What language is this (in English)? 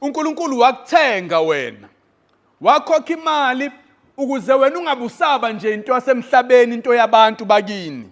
Zulu